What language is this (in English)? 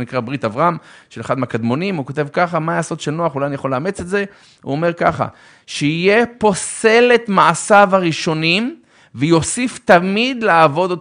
Hebrew